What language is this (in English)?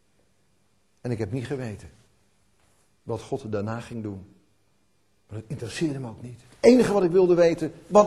Dutch